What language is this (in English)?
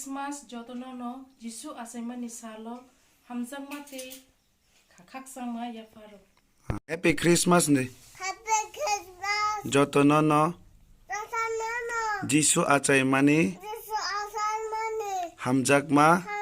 Kok Borok